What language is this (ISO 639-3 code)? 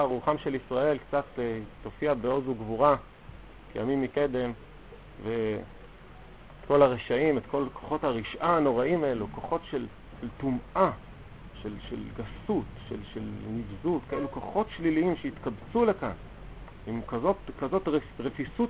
heb